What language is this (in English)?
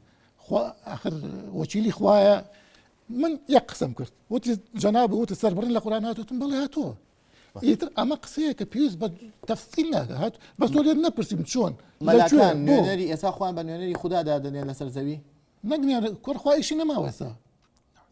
Central Kurdish